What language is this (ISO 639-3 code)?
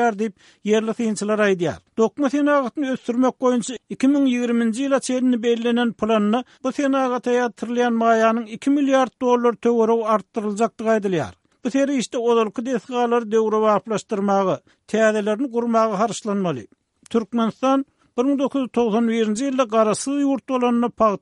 tuk